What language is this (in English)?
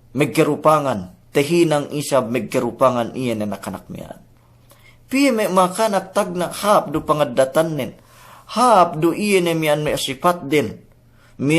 Yakan